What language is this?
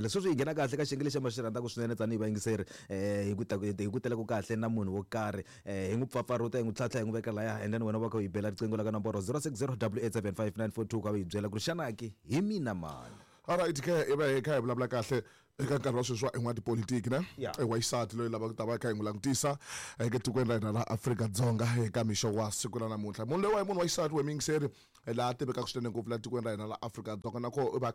Tsonga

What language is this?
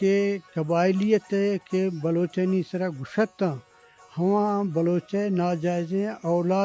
Eastern Balochi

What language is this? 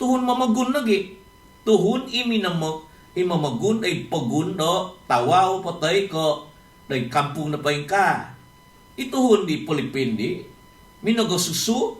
Central Dusun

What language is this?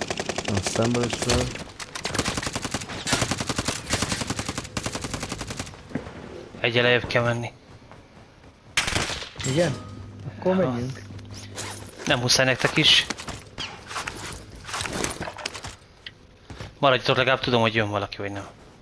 Hungarian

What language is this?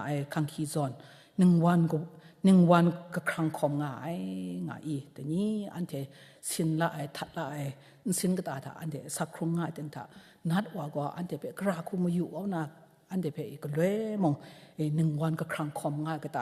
Kachin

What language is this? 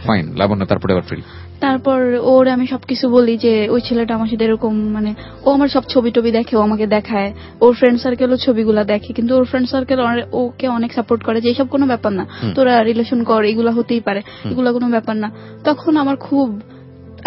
Bangla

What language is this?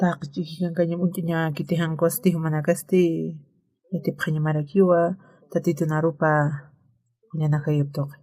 Aymara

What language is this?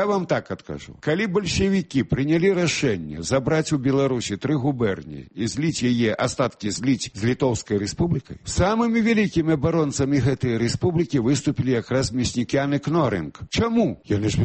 Belarusian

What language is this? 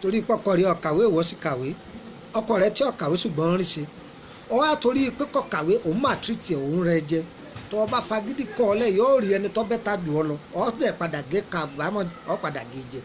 Yoruba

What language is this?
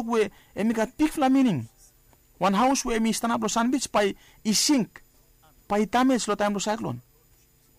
Bislama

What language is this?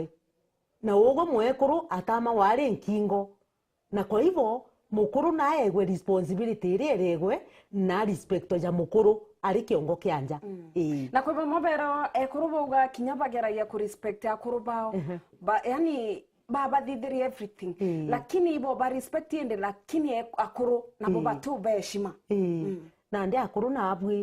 Meru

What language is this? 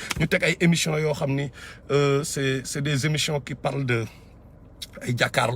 Wolof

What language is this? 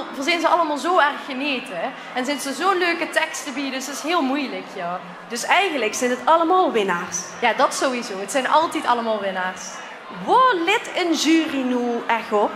Limburgish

